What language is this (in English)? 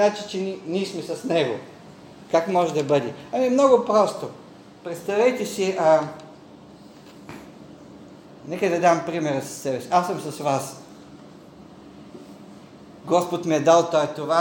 Bulgarian